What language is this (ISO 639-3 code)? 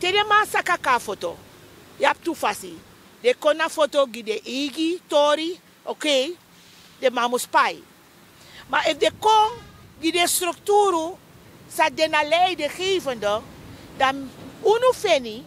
srn